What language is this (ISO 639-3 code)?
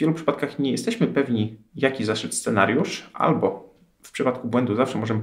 pol